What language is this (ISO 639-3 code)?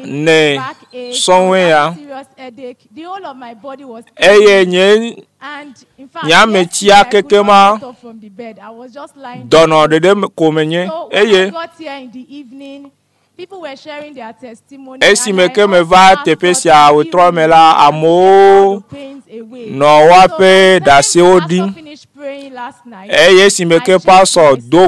ewe